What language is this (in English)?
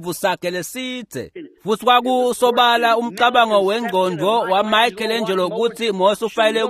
Swati